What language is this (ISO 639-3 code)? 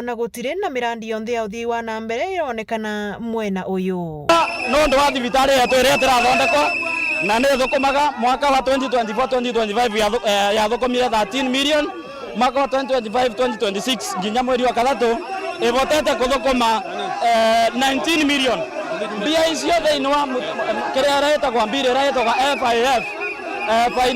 mer